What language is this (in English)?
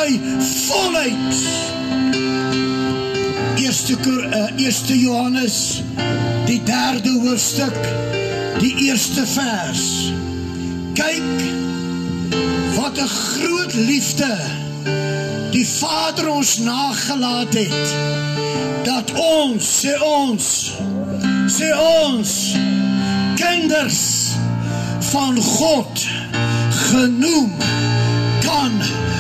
Afrikaans